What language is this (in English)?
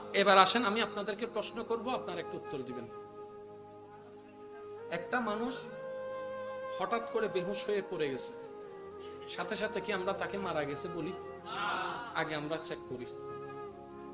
Bangla